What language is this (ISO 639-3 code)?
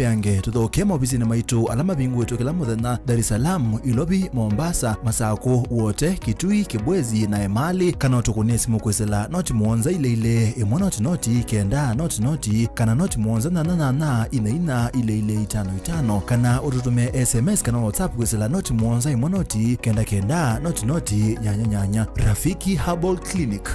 kam